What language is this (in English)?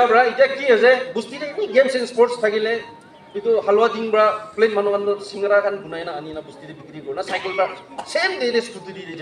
Naga Pidgin